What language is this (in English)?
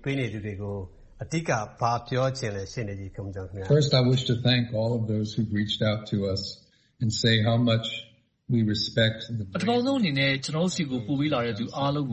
Burmese